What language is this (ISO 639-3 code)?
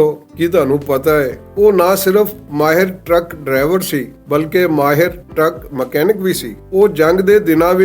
lah